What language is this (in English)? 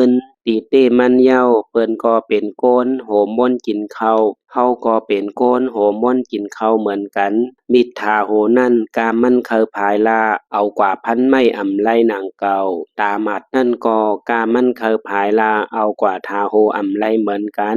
Shan